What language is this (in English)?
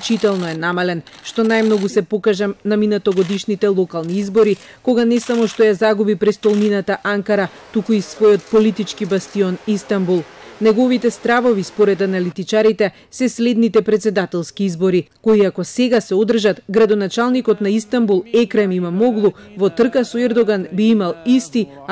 Macedonian